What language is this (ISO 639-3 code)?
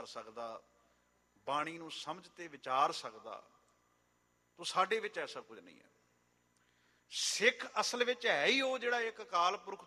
pan